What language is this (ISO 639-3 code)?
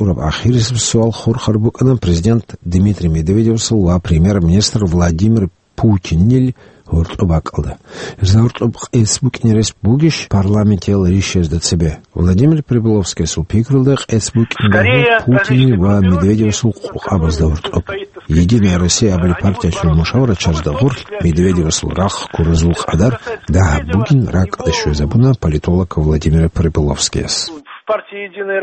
ava